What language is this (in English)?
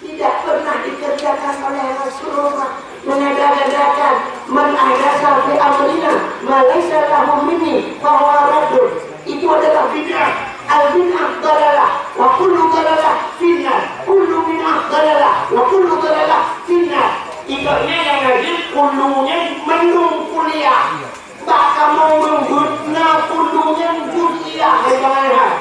Achinese